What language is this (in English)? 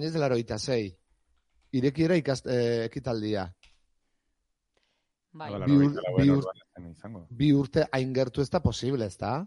Basque